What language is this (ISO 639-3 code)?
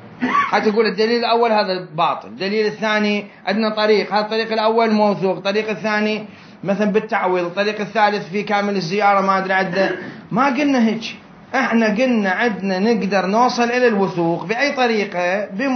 acm